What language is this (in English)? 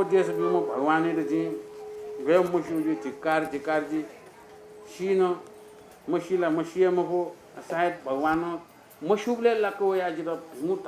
Newari